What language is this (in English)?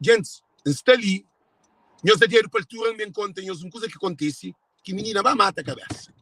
Kabuverdianu